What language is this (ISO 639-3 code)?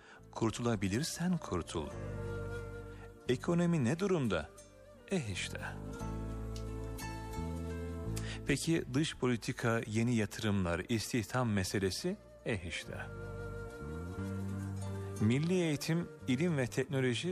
tur